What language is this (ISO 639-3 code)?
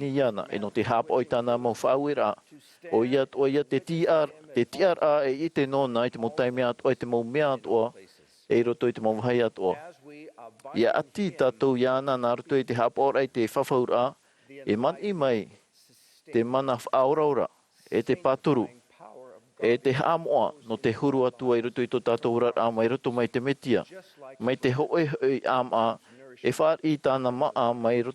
tah